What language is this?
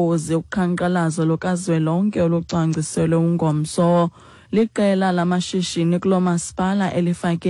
Xhosa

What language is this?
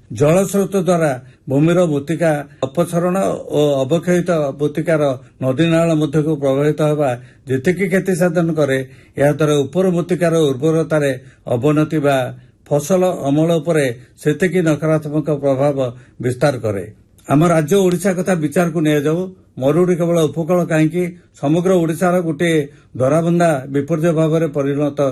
Odia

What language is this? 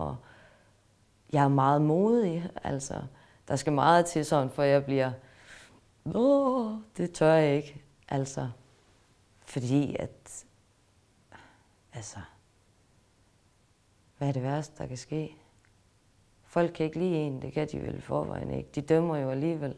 Danish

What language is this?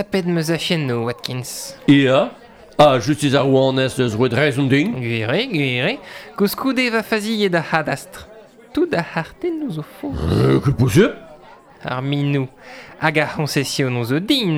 Breton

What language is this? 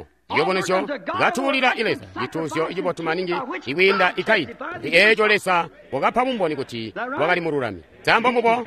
Tonga (Zambia)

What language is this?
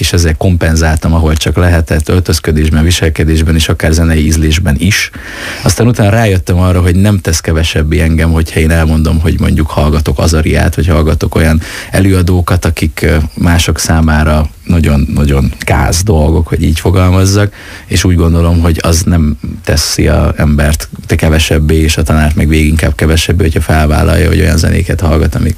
Hungarian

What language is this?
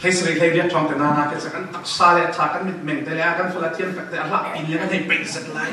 Falam Chin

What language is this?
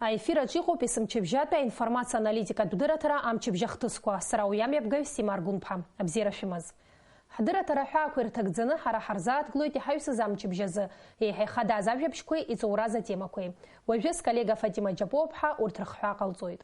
Abkhazian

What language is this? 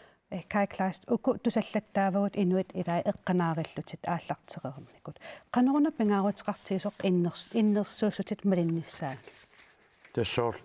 Kalaallisut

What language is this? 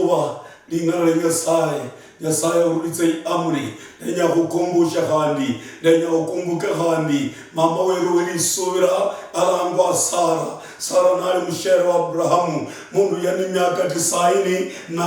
Luyia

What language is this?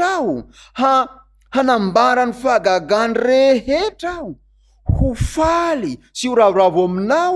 Malagasy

